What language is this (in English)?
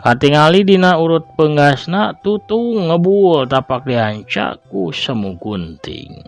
Sundanese